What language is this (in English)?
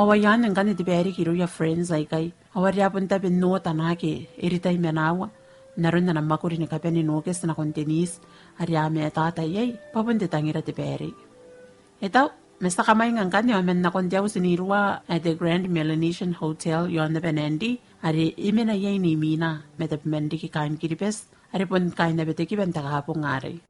Gilbertese